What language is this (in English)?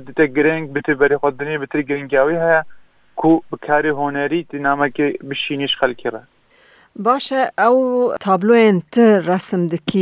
Kurdish